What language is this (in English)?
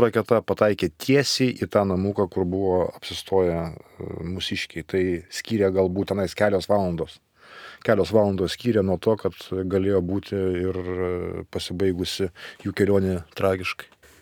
Lithuanian